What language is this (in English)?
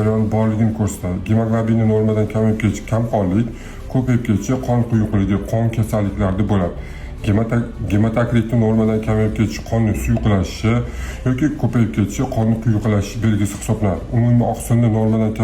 Uzbek